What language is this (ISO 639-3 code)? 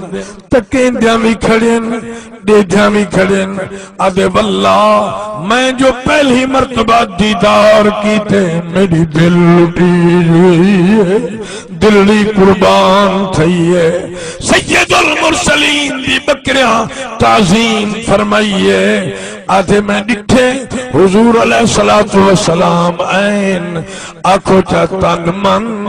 skr